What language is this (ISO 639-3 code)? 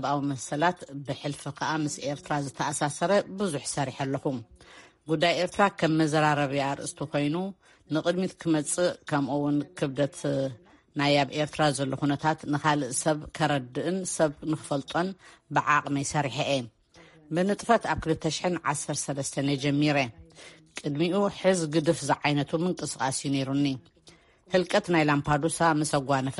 tir